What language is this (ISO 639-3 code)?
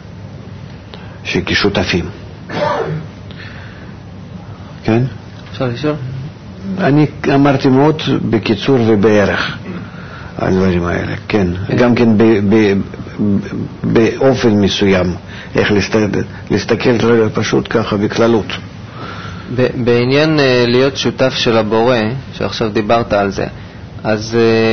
heb